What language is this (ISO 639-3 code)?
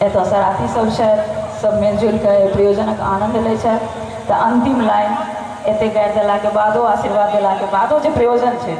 mai